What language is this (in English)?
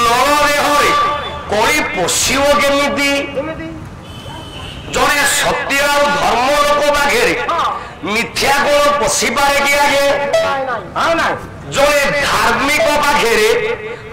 Odia